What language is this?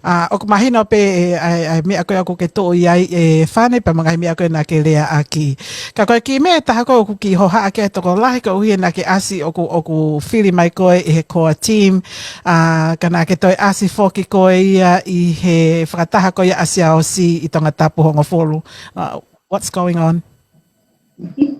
Tongan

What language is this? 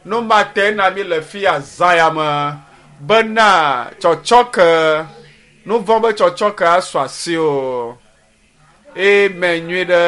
Ewe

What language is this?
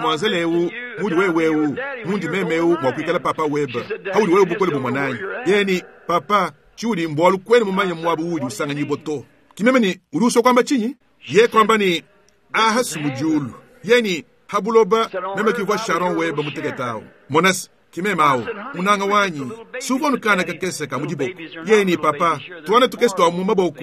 Luba-Lulua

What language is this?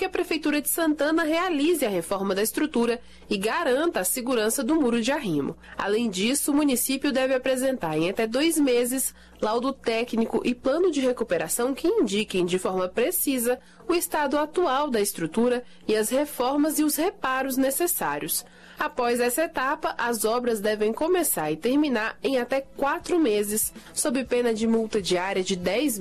Portuguese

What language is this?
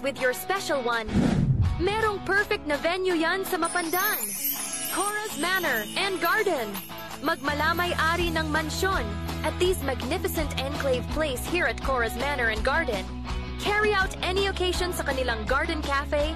Pangasinan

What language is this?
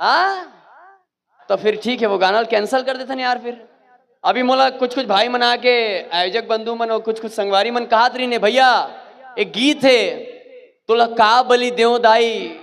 Chhattisgarhi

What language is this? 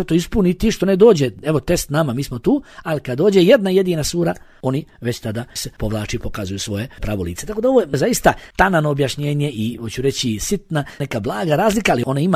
Bosnian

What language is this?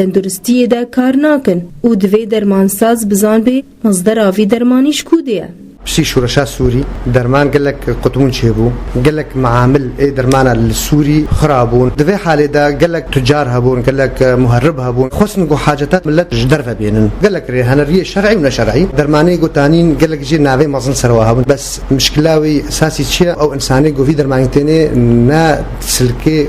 Kurdish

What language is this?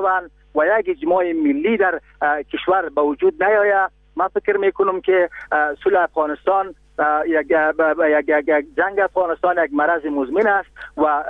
Persian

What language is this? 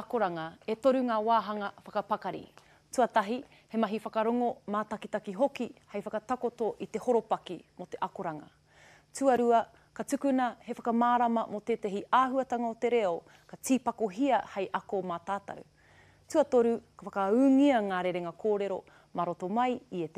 Māori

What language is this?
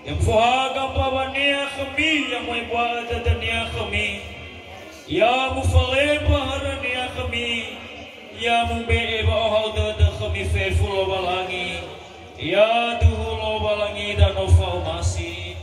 Nias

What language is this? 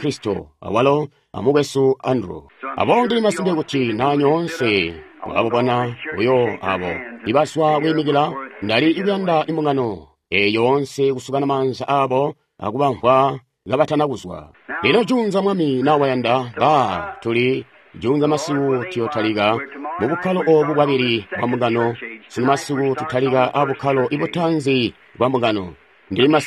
Tonga (Zambia)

